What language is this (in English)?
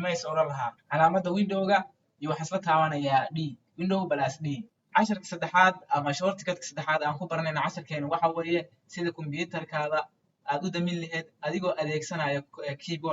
Somali